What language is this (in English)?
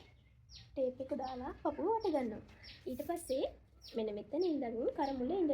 Sinhala